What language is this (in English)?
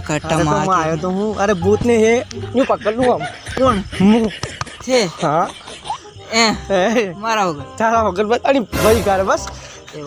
Rajasthani